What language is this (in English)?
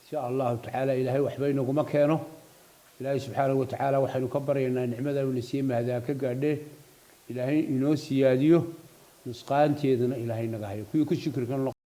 Somali